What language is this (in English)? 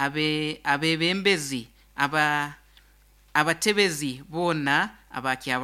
Nyoro